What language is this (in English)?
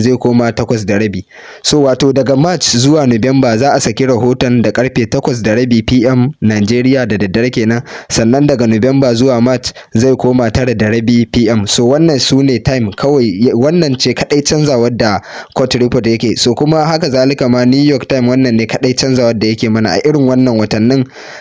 Hausa